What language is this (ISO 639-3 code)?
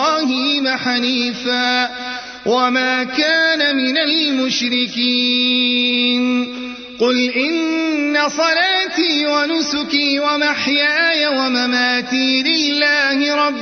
ara